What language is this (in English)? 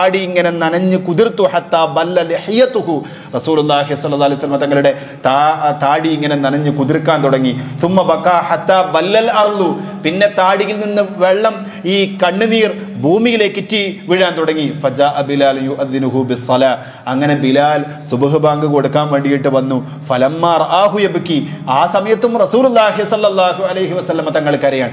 Malayalam